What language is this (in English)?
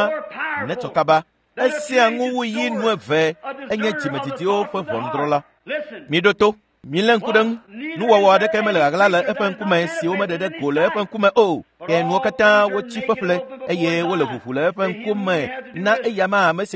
Ewe